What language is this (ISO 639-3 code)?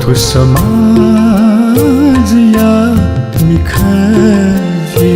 new